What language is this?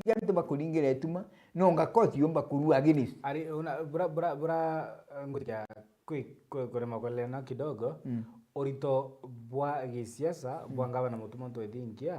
Meru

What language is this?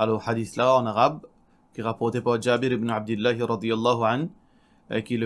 Morisyen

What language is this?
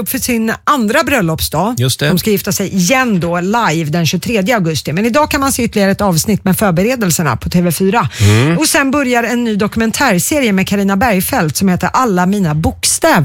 Swedish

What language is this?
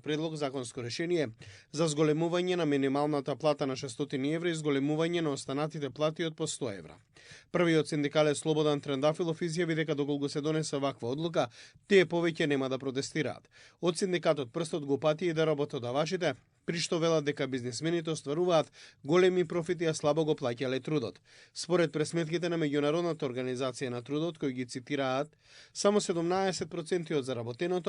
Macedonian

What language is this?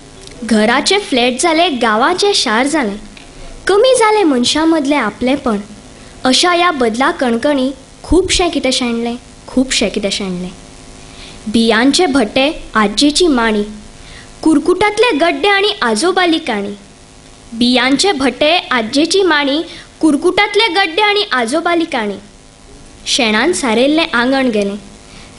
Konkani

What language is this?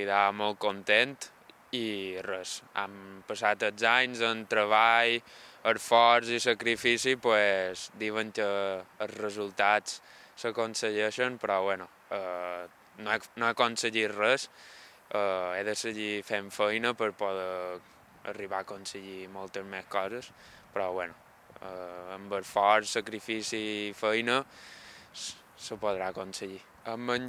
Catalan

